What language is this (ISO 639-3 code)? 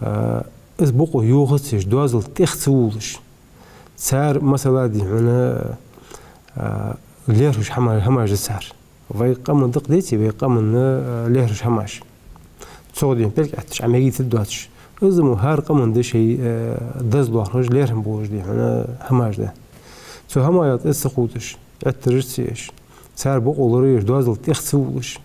inh